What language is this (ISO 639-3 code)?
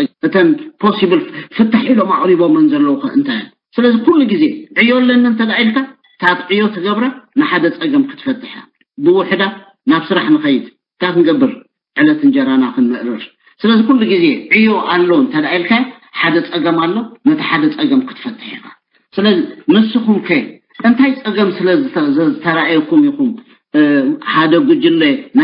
tir